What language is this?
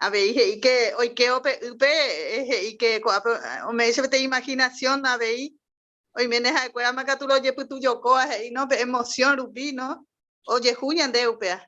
Guarani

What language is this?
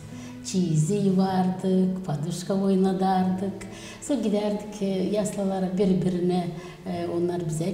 Gagauz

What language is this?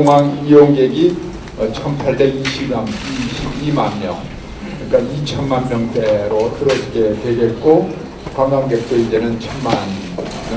Korean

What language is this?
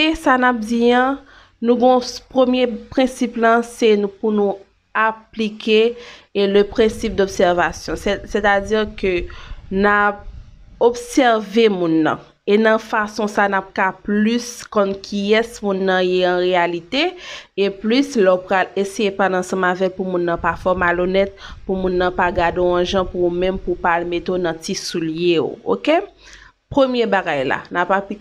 Haitian Creole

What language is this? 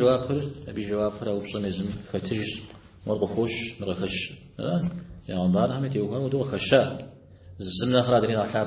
Kabardian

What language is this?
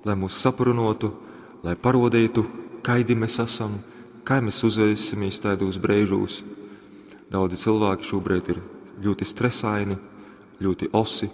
Latgalian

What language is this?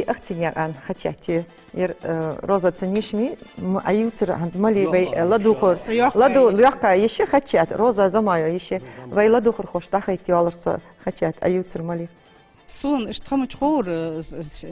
Ingush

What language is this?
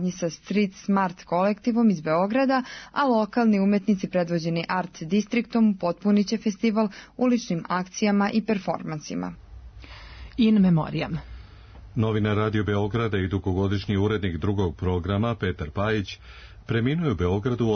Serbian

